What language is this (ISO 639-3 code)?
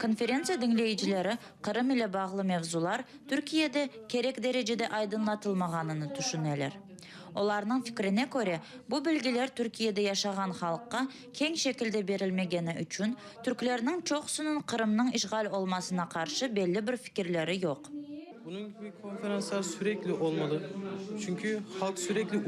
crh